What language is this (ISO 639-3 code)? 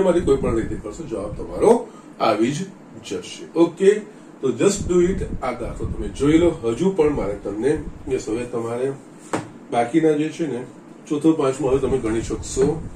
guj